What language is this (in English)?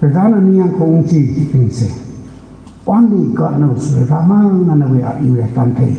Tangkhul Naga (India)